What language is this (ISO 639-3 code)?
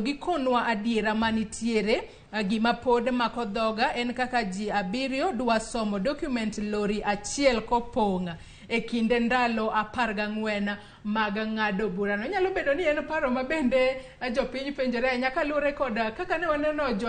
luo